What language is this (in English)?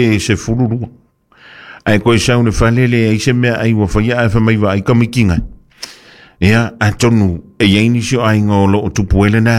Samoan